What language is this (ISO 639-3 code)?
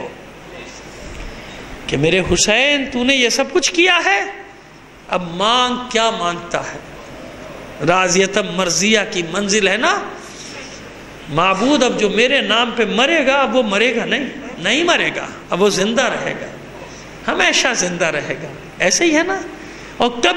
urd